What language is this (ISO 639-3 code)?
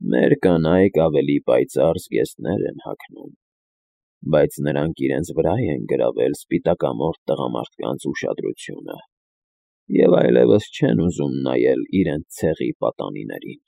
hye